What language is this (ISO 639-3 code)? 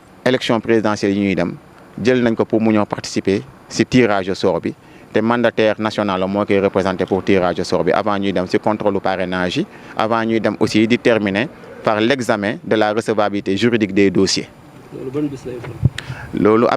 wol